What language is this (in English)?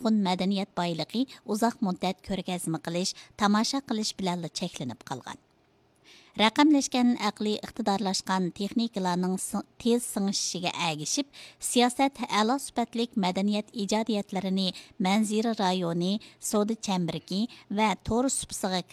Uyghur